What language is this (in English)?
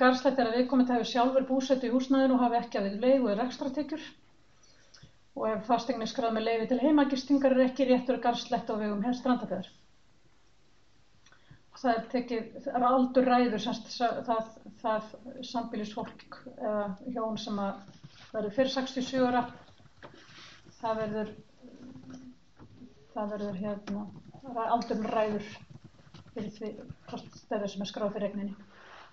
Icelandic